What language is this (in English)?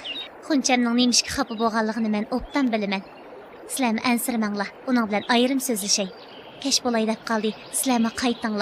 Uyghur